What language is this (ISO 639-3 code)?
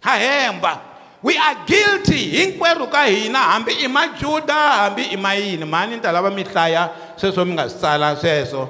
tso